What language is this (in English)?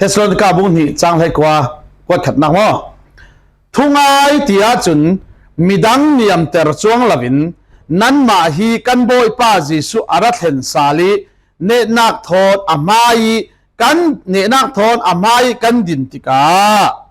Falam Chin